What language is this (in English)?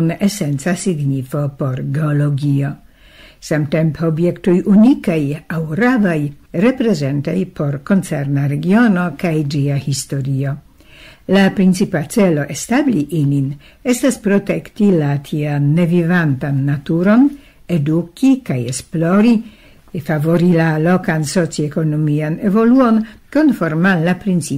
Esperanto